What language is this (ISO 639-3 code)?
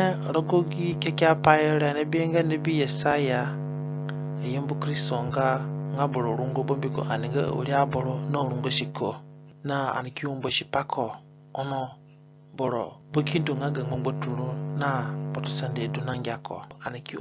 zne